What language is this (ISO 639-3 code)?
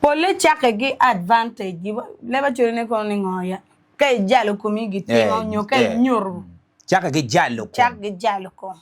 ach